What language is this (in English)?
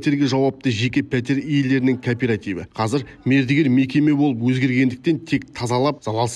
Kazakh